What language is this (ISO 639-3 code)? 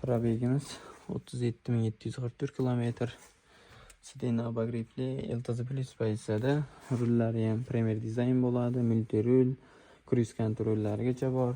uzb